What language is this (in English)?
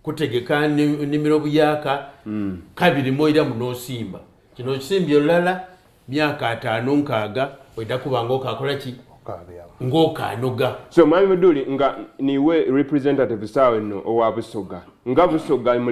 Soga